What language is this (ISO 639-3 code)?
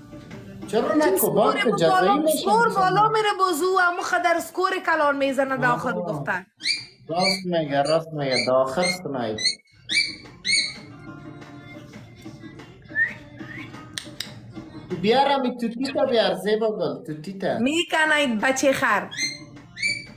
fas